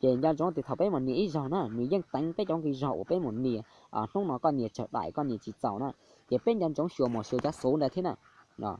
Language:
Hmong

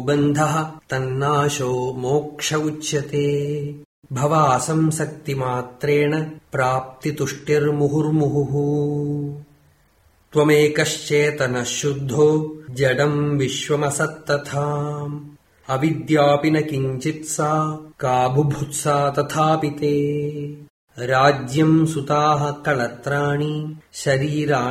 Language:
Sanskrit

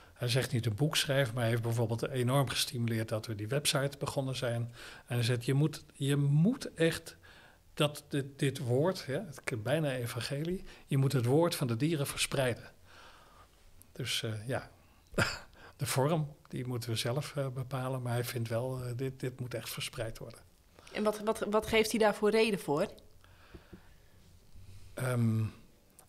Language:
Dutch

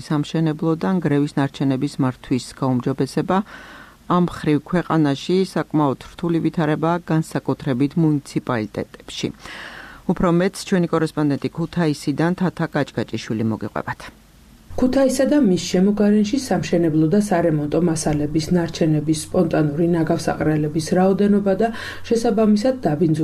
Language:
Georgian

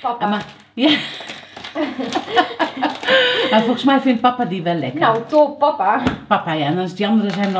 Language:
Dutch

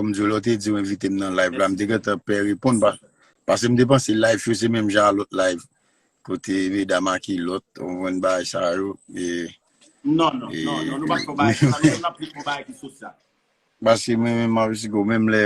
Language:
Haitian Creole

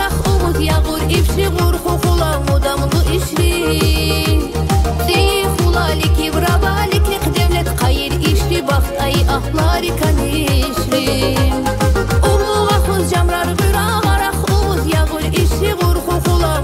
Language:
Tabassaran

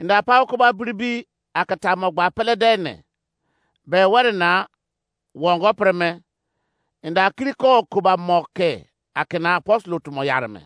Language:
Izon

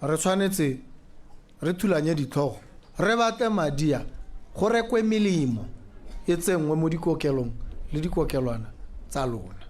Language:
Tswana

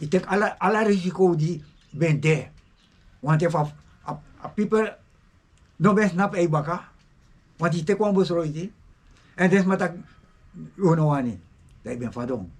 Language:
Sranan Tongo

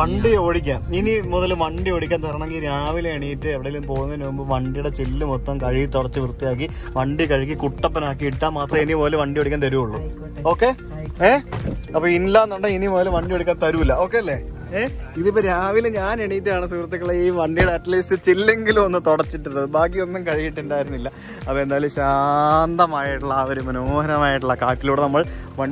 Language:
Malayalam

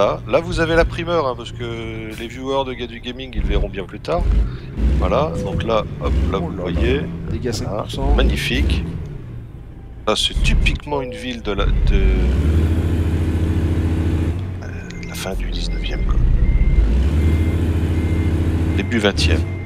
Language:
French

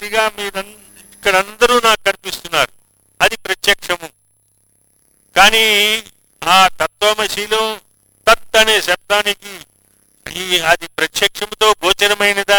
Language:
Telugu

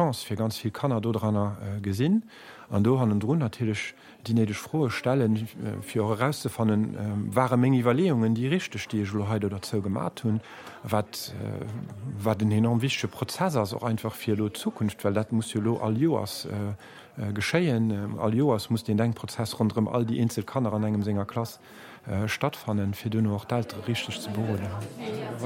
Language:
Luxembourgish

